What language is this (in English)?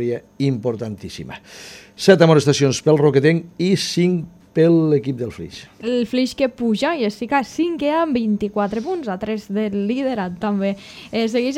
Catalan